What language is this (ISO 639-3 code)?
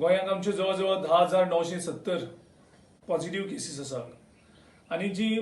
kok